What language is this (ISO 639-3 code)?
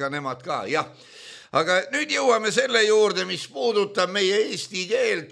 est